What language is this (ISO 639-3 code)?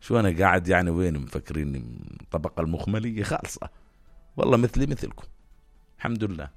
apc